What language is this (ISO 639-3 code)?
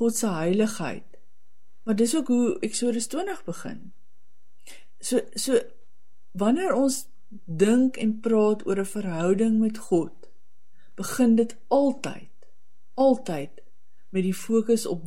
afr